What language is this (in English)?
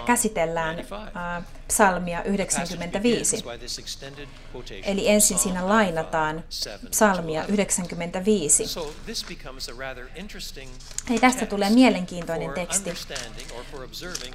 Finnish